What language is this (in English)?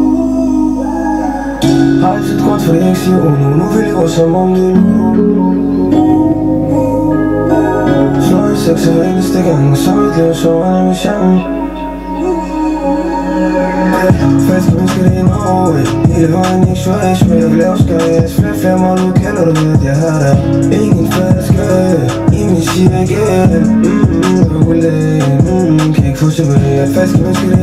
Danish